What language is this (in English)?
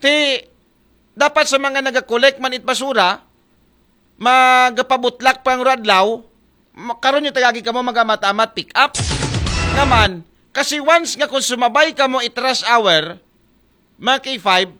Aklanon